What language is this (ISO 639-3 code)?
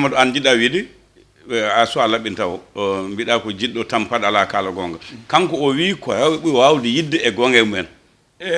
ful